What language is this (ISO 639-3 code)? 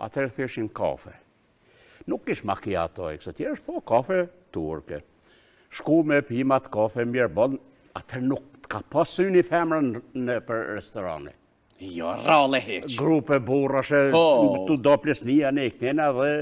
sqi